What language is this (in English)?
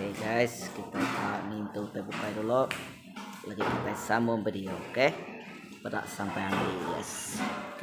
Iban